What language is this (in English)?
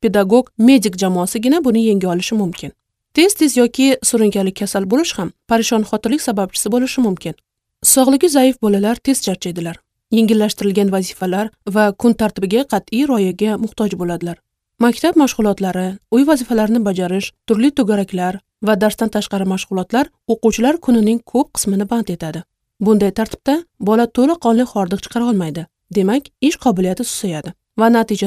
Uzbek